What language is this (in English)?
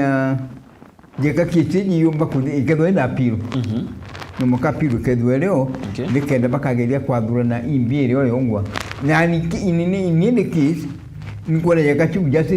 Meru